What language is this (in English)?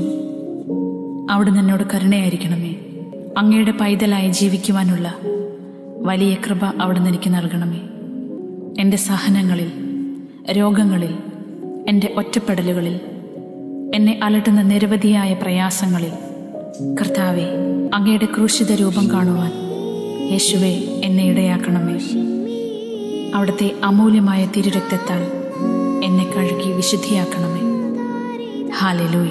Malayalam